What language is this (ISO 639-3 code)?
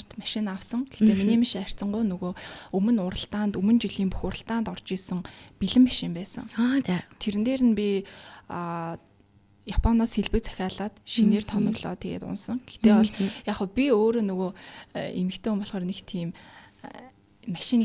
mon